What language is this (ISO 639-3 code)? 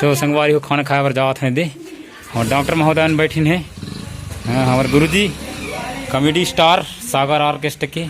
hne